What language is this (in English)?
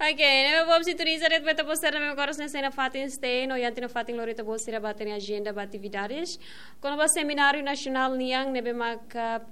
Tetum